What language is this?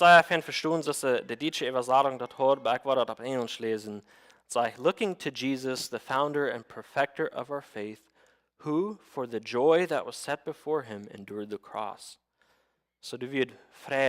Plautdietsch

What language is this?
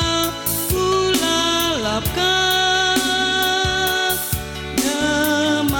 Batak Karo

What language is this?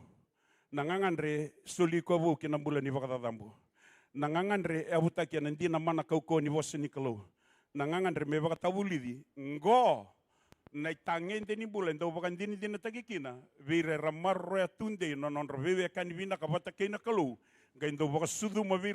Fijian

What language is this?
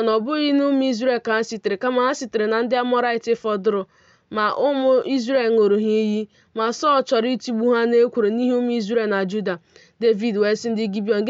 Igbo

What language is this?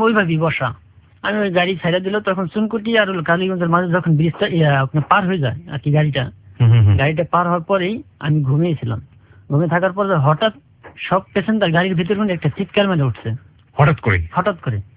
Bangla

